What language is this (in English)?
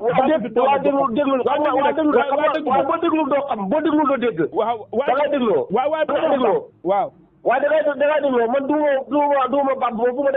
Wolof